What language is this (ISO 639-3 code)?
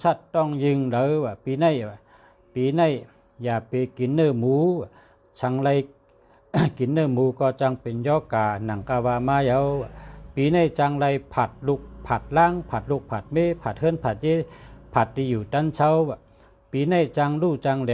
shn